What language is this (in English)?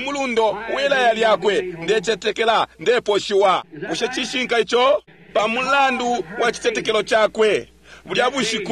Bemba